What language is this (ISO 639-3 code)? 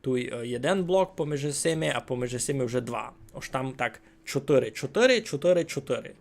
rue